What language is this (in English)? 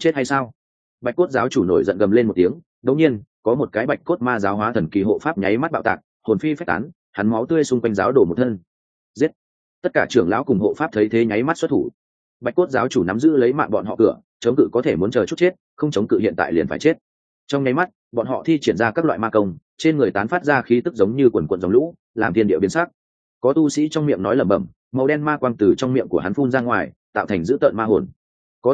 Vietnamese